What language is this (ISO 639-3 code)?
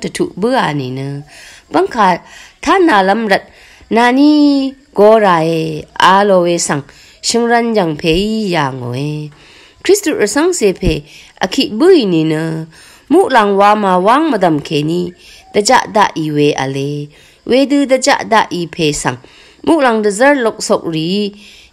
raw